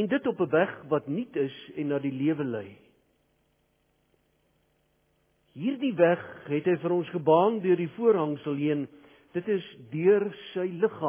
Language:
Afrikaans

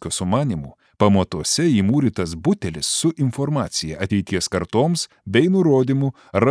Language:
Lithuanian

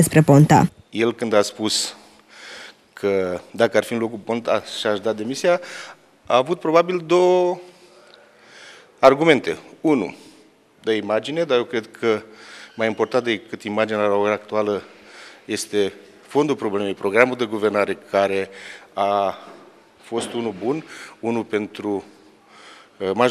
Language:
Romanian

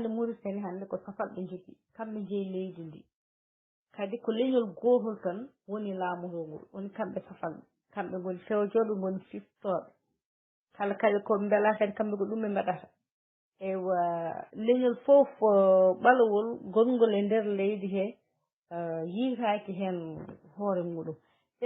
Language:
Fula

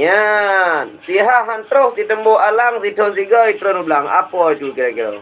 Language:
Achinese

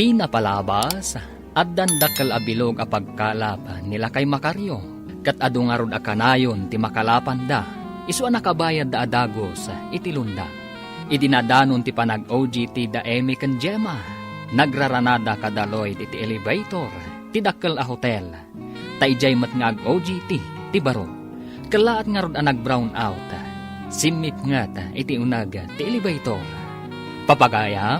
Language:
Iloko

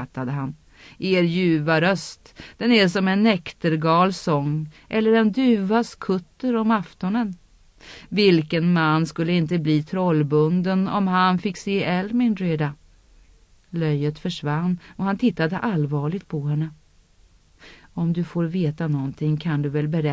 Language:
Swedish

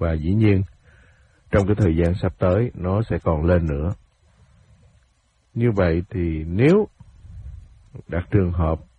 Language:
Vietnamese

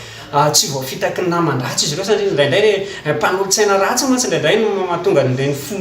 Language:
Malagasy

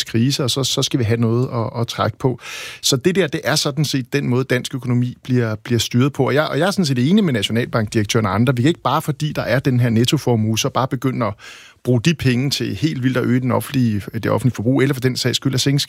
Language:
Danish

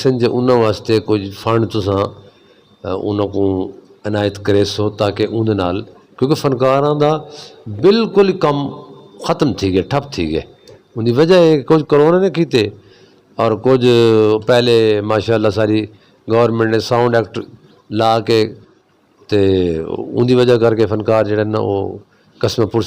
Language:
Saraiki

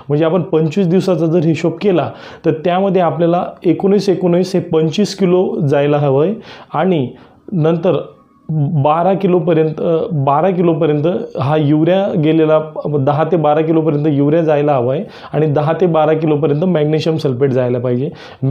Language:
Marathi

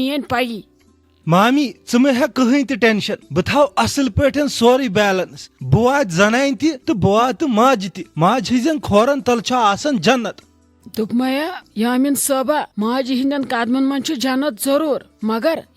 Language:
Kashmiri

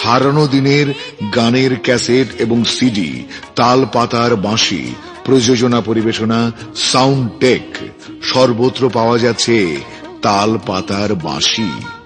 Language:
Bangla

